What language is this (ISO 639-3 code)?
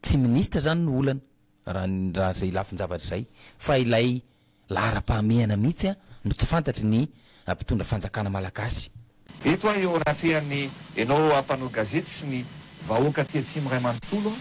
mlg